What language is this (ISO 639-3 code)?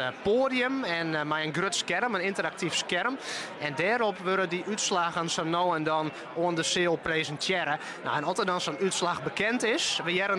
fry